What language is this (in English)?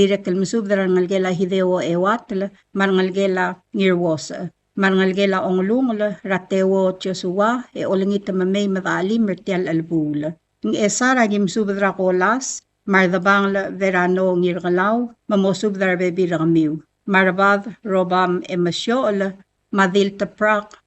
Palauan